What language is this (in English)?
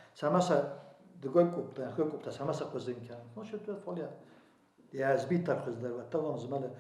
Ossetic